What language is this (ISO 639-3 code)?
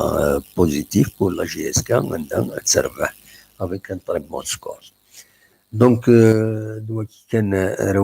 kab